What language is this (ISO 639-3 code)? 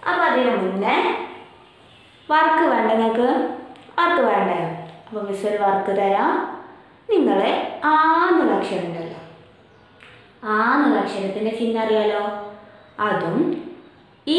mal